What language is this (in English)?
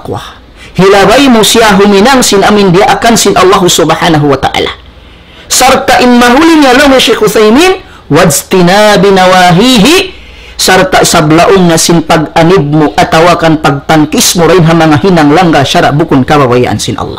Tausug